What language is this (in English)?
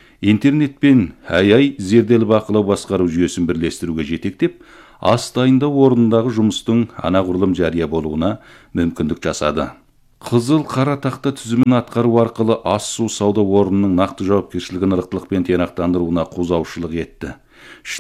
Kazakh